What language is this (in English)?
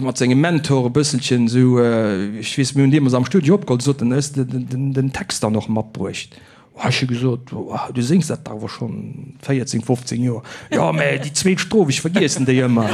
Luxembourgish